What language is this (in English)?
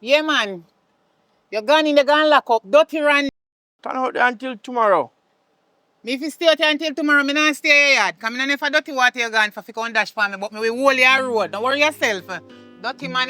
Jamaican Creole English